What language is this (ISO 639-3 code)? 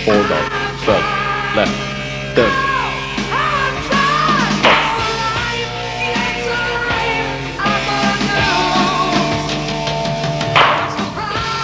hun